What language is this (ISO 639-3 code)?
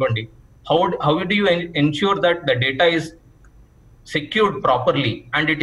tel